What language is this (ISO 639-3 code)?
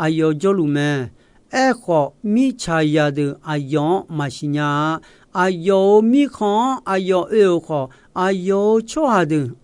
ahk